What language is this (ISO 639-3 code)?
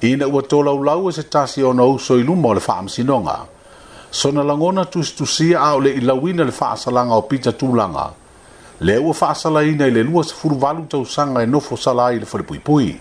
smo